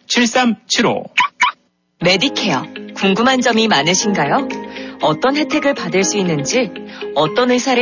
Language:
Korean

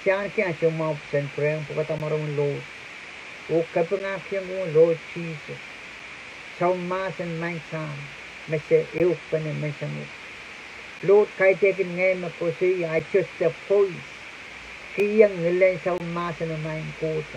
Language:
Pohnpeian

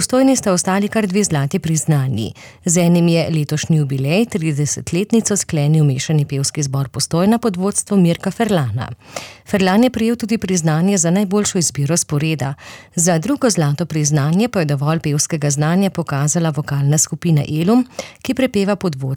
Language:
Slovenian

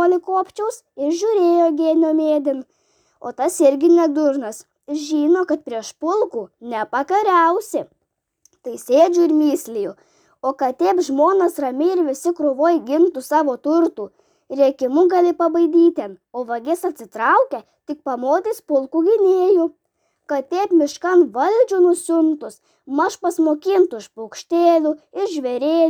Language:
Lithuanian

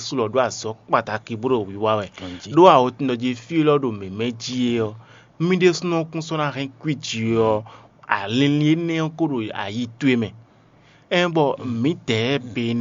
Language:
Fon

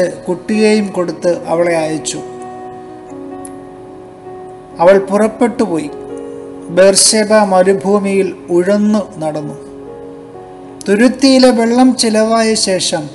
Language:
Malayalam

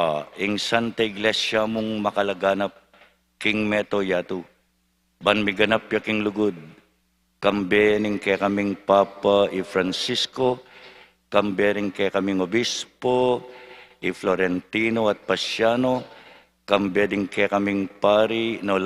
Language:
Pampanga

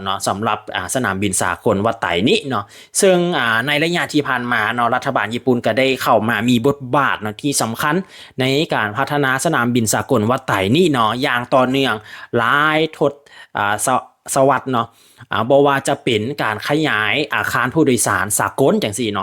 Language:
Lao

